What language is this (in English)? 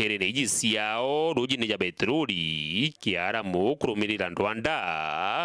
Meru